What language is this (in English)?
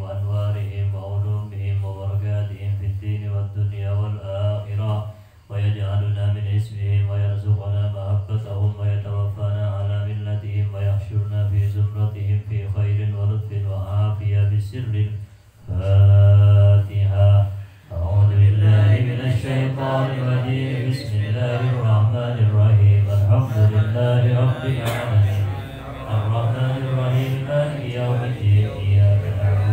Indonesian